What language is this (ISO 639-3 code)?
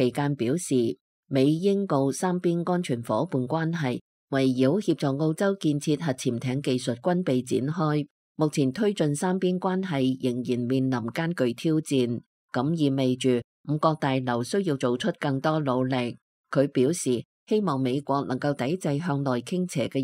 yue